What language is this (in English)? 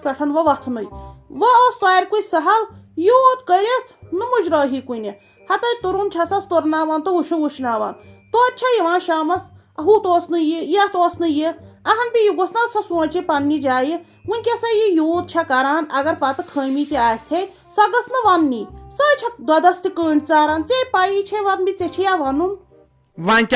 Kashmiri